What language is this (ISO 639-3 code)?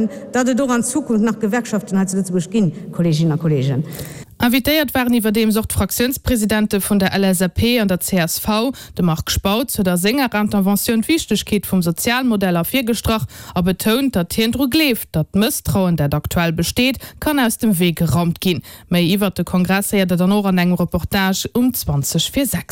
ltz